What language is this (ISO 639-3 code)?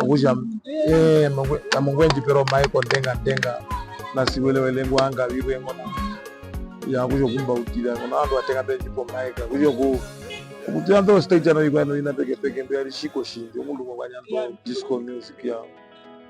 her